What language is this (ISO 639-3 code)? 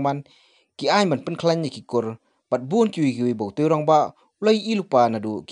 kha